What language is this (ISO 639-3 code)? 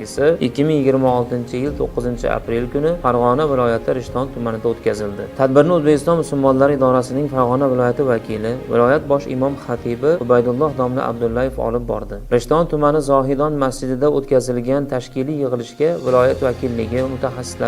uzb